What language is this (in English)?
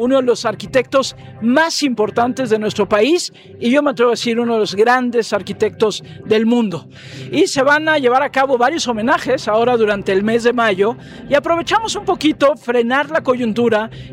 Spanish